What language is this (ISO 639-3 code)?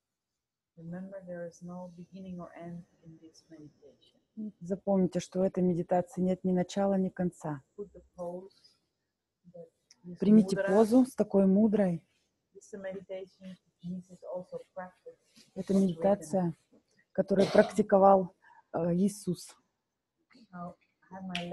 eng